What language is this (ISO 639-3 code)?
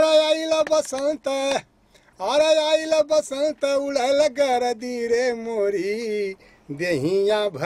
bho